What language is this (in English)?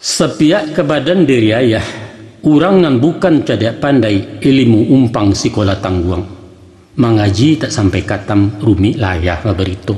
Minangkabau